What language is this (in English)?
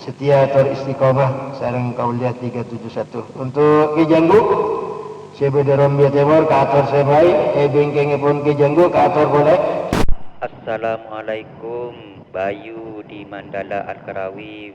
Madurese